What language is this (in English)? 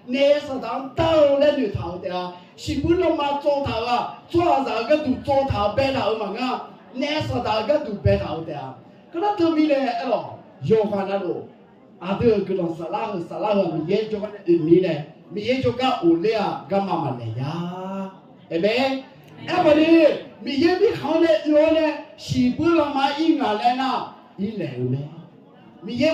Akha